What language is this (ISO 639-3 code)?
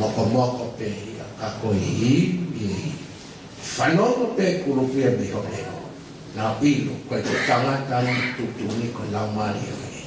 ton